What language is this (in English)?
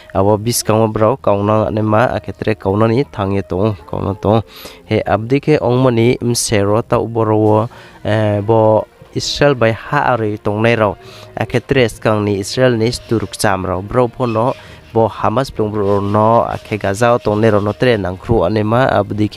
Riang (India)